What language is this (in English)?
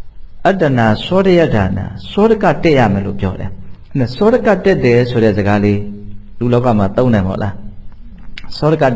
Burmese